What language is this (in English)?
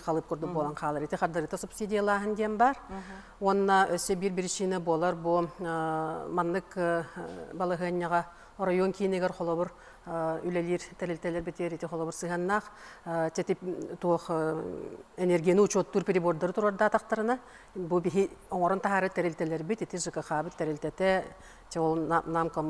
Yakut